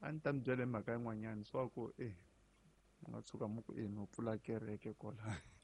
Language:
Tsonga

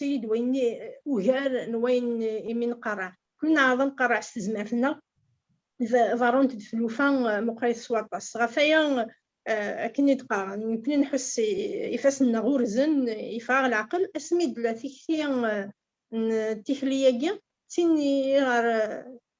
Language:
Kabyle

